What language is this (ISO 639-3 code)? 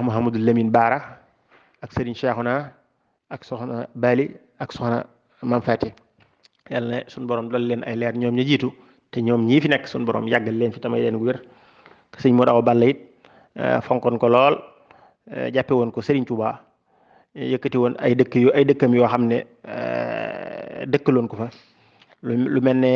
wol